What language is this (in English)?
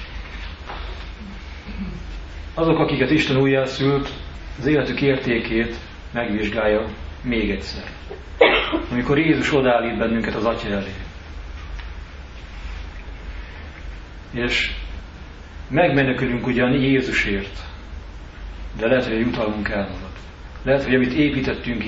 Hungarian